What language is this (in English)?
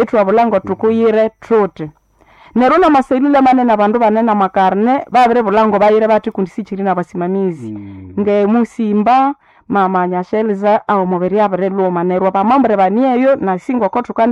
Nande